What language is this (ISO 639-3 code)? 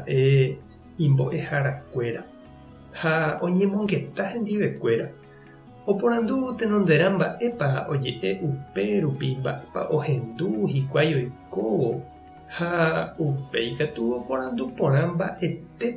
grn